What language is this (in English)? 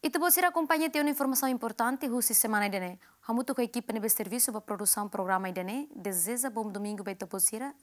Tetum